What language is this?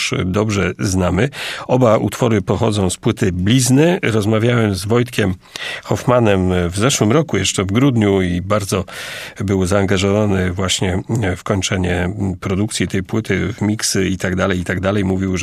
Polish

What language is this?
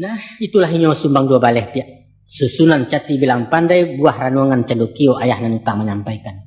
Minangkabau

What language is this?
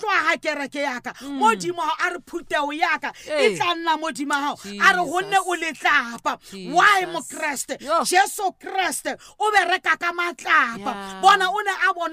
Southern Sotho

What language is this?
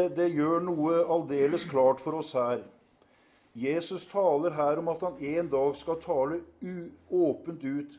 Norwegian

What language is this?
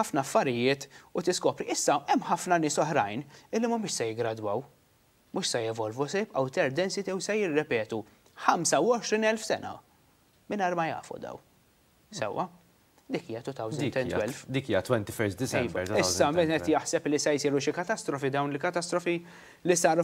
Maltese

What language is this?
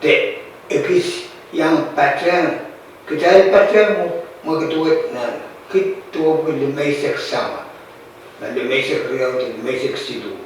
Pohnpeian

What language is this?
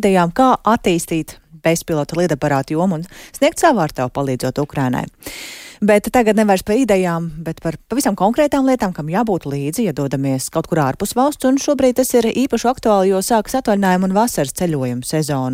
Latvian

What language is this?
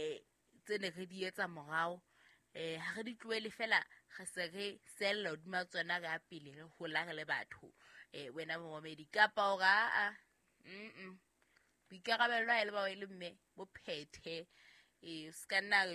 Southern Sotho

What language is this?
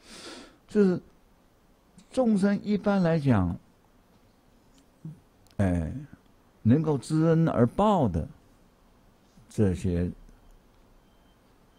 Chinese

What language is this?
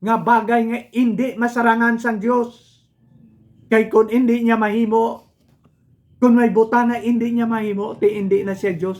Hiligaynon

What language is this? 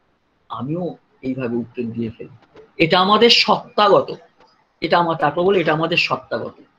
Bangla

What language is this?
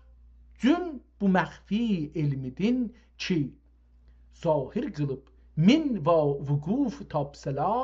South Azerbaijani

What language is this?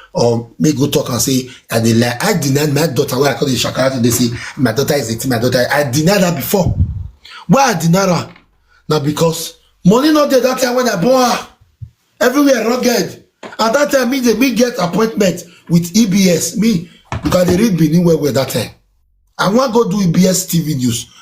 Nigerian Pidgin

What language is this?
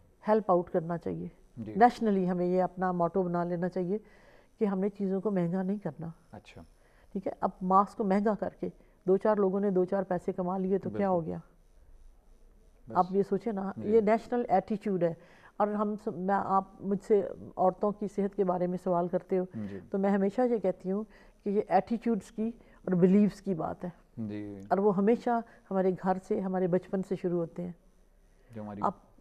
Urdu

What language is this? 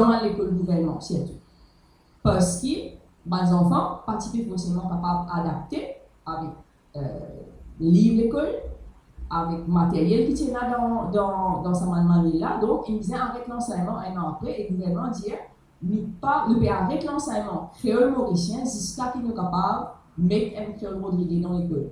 Morisyen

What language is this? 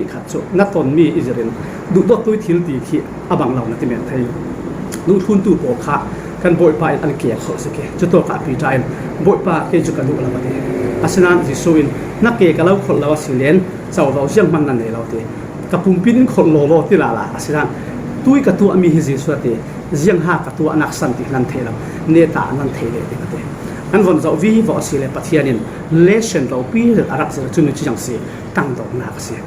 Falam Chin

